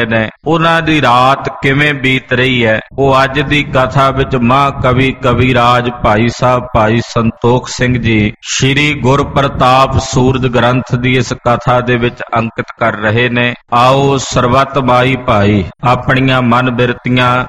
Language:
Punjabi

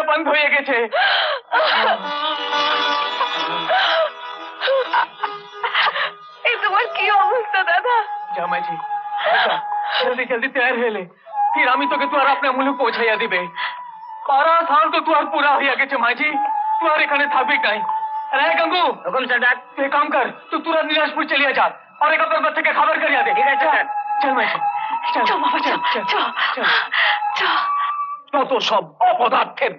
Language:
Bangla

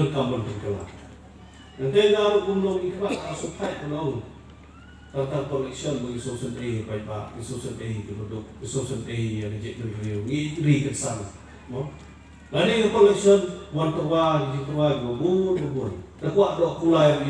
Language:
Khasi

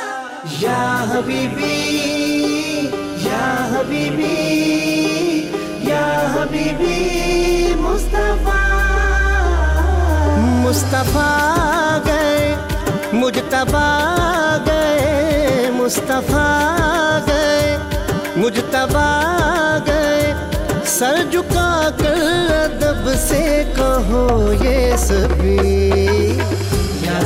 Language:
Urdu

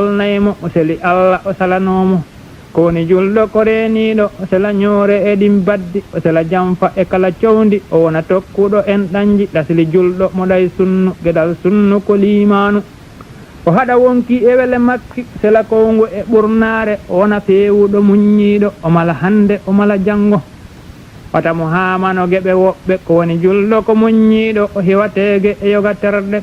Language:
Fula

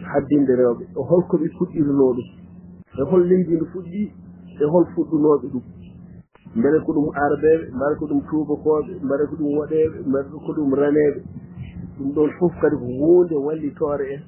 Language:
Fula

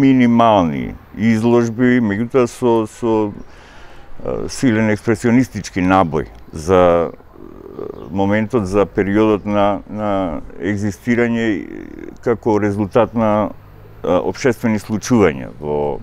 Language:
Macedonian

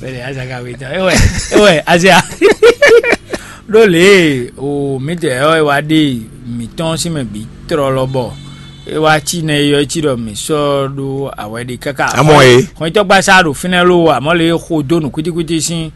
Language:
Fon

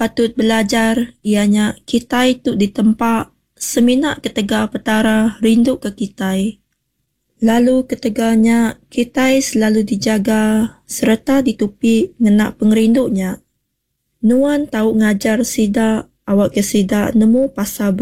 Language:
Iban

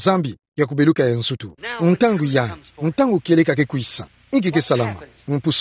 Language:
Kituba (Democratic Republic of Congo)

